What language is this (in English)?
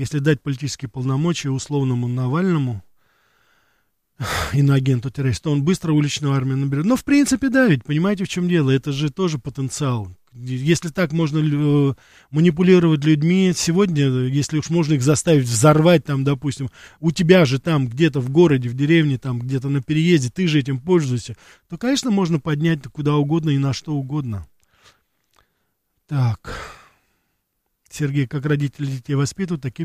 Russian